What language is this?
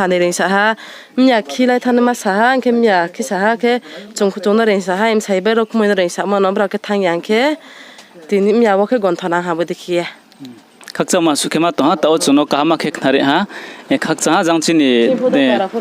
Riang (India)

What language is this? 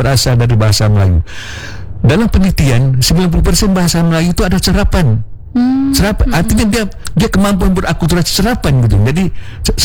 Indonesian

